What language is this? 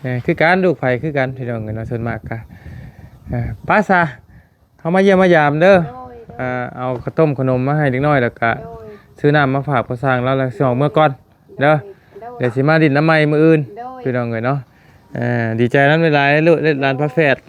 Lao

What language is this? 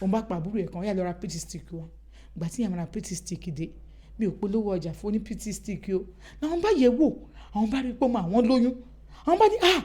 Yoruba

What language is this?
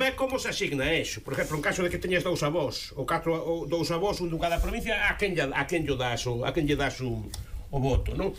Galician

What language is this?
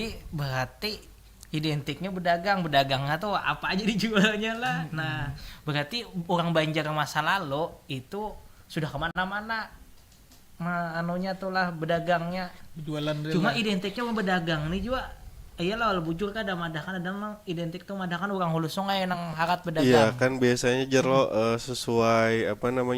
Banjar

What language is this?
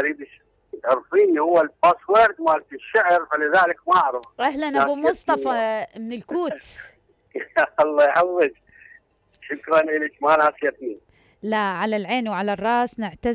Mesopotamian Arabic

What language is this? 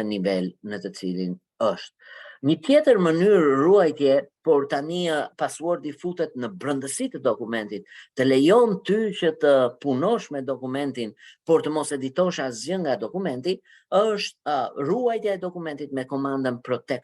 Albanian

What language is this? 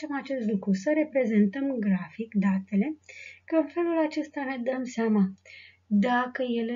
Romanian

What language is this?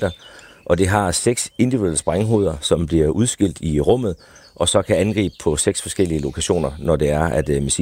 Danish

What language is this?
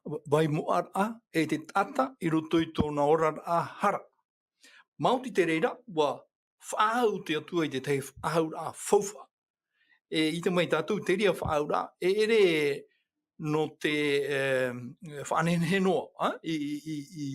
Tahitian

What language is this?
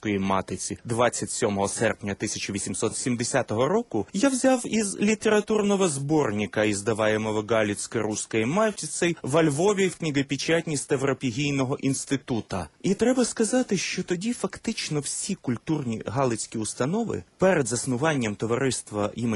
Ukrainian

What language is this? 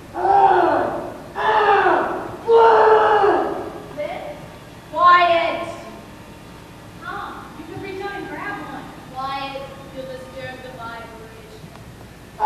English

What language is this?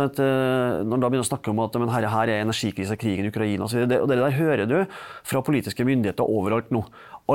Norwegian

